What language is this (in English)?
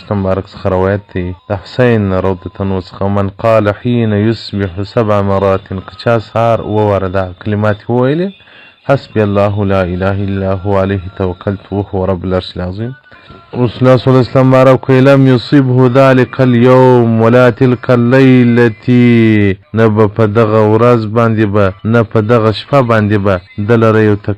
Pashto